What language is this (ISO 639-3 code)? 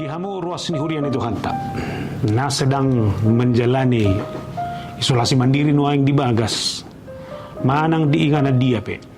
bbc